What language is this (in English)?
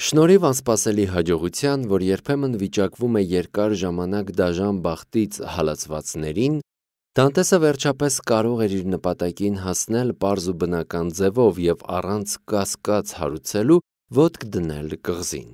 Armenian